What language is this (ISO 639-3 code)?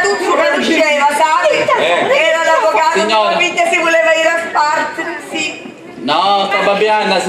scn